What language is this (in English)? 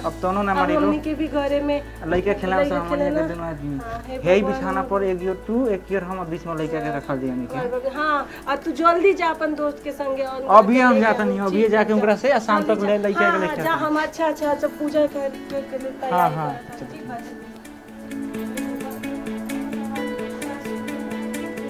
Bhojpuri